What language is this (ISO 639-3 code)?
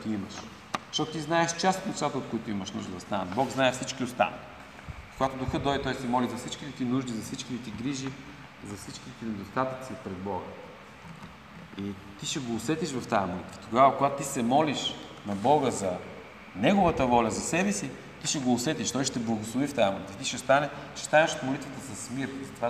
bul